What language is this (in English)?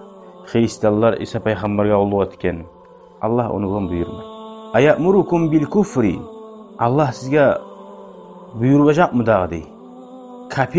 Kumyk